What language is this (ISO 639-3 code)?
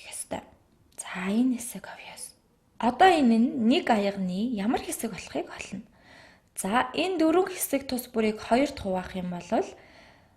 mon